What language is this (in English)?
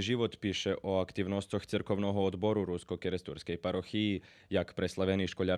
Rusyn